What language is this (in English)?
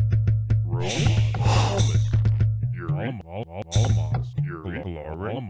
Vietnamese